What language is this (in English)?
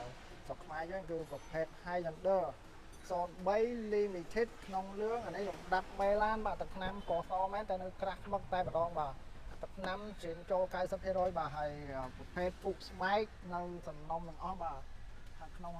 Khmer